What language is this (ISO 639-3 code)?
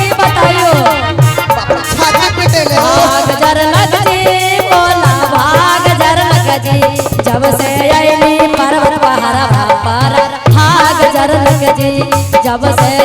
mag